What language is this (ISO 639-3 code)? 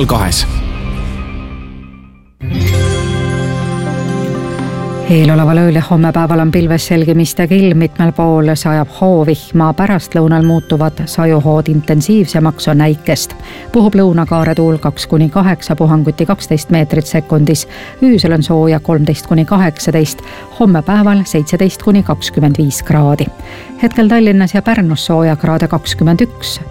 est